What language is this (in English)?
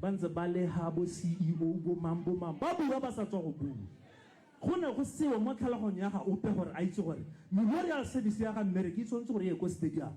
Tswana